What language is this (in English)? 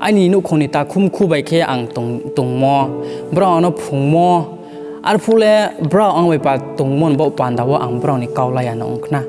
Riang (India)